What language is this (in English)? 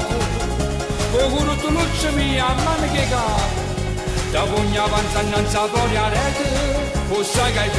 Neapolitan